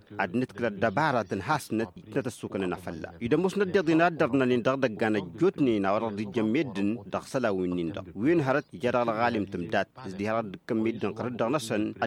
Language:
Tamasheq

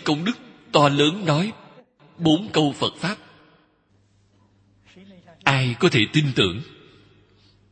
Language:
Vietnamese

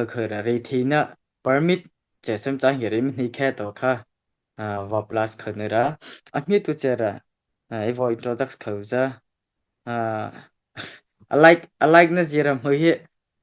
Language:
Mara Chin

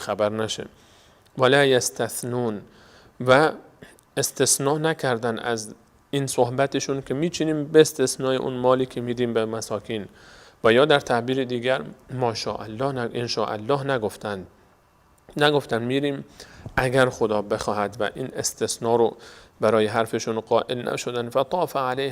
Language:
Persian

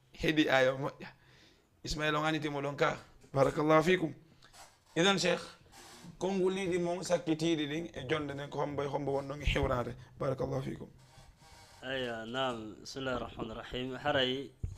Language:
Fula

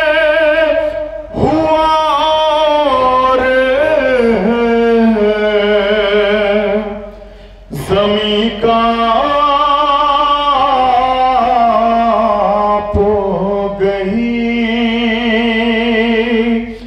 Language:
Urdu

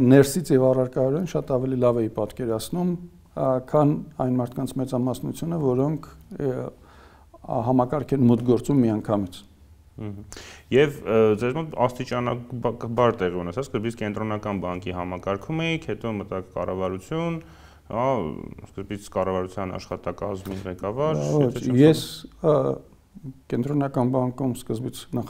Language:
Armenian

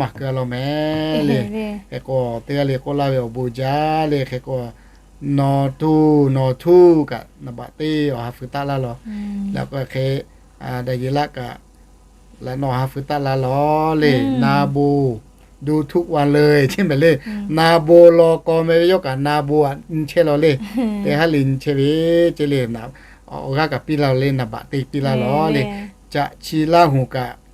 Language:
Lahu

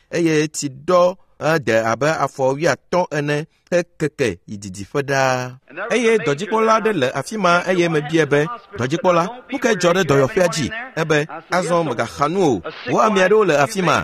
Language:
Ewe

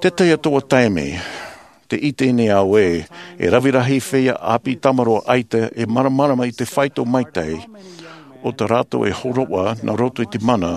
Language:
Tahitian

